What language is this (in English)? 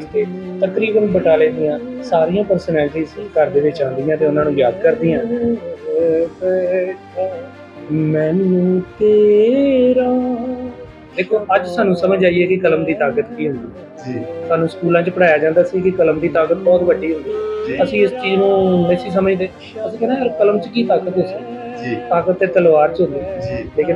Punjabi